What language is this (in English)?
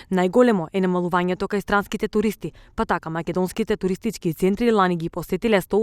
Macedonian